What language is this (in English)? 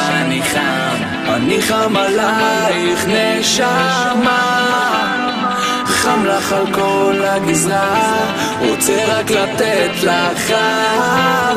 Hebrew